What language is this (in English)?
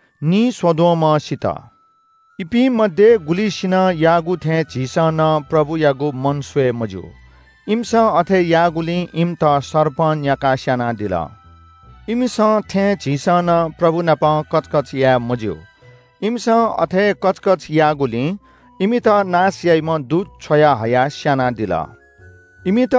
Newari